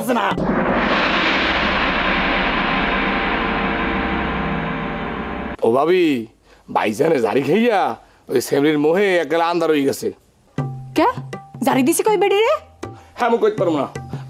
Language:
Bangla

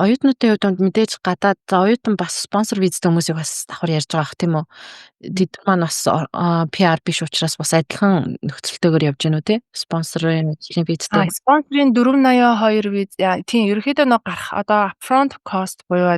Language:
Mongolian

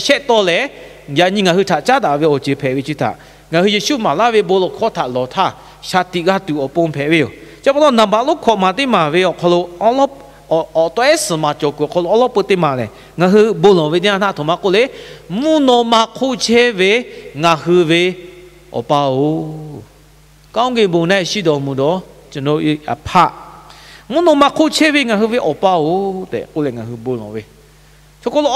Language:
Lahu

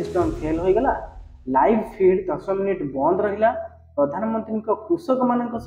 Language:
Odia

